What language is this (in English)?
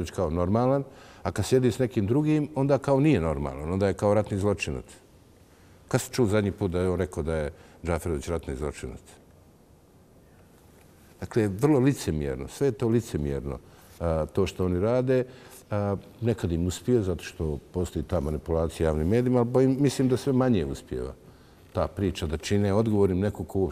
Bosnian